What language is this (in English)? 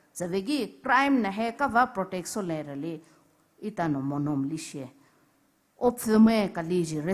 Poumei Naga